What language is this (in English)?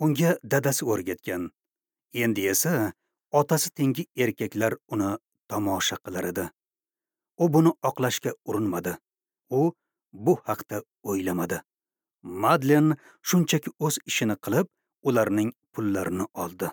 Uzbek